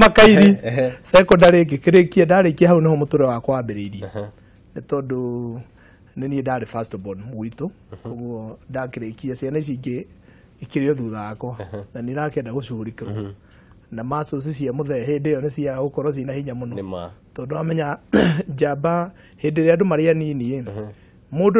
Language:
Kikuyu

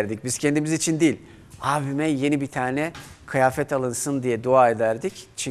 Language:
Turkish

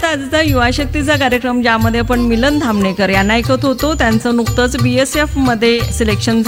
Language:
Marathi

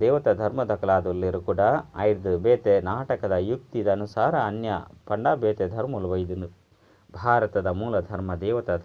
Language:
Tulu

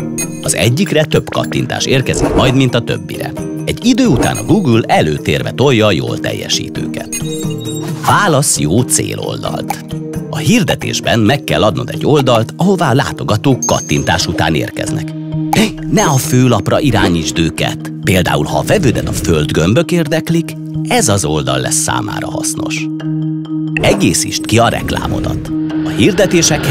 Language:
Hungarian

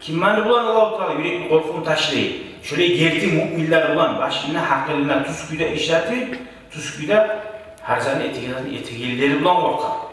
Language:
Kumyk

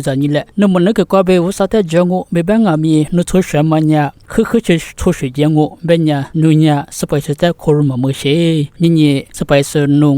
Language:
Lisu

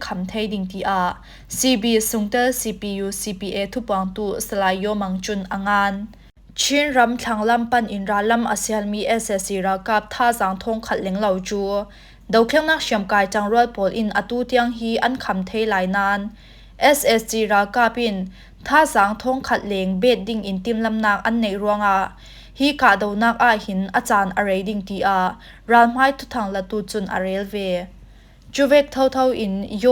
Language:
Falam Chin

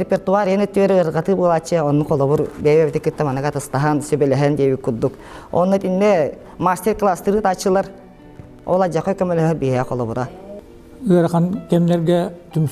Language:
Yakut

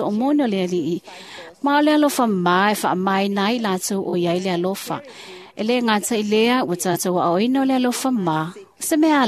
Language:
Samoan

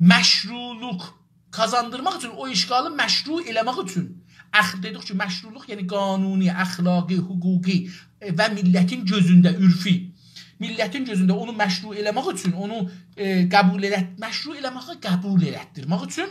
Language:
South Azerbaijani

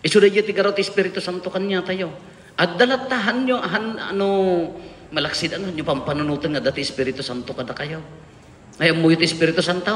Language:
Iloko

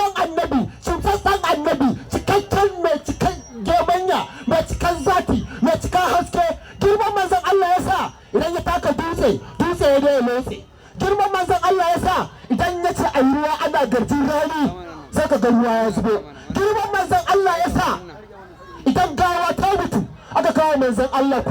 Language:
Hausa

